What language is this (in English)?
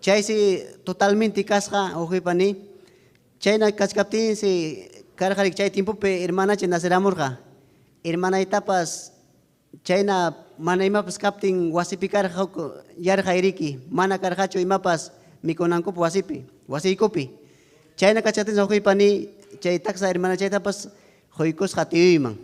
Ayacucho Quechua